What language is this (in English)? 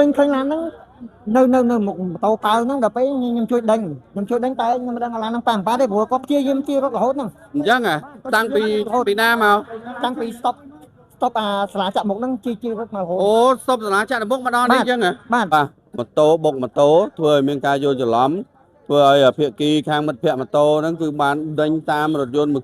Khmer